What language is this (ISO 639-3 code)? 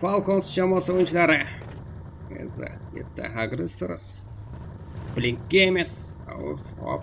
kaa